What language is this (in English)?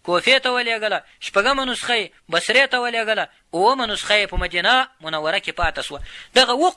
Pashto